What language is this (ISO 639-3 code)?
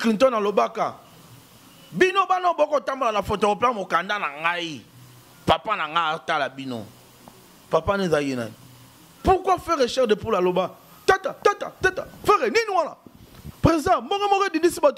lin